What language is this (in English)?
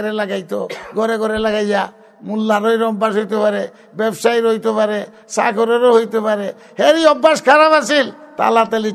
Bangla